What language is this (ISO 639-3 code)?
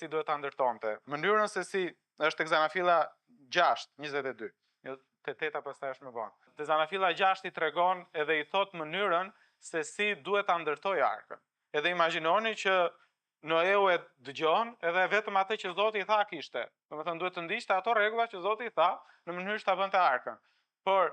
sqi